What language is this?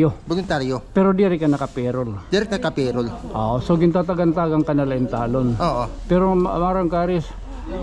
Waray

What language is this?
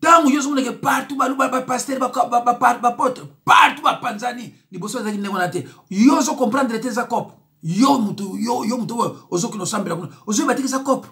Lingala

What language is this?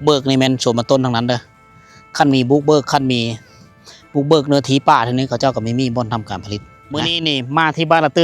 Lao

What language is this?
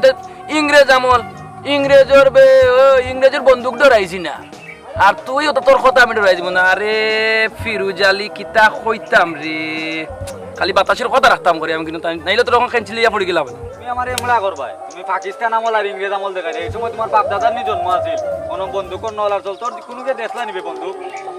Sylheti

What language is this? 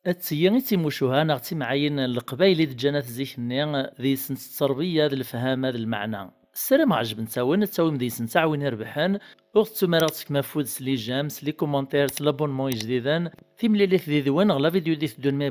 Kabyle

